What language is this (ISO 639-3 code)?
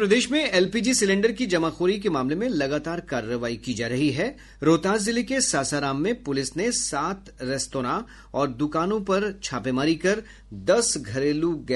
hin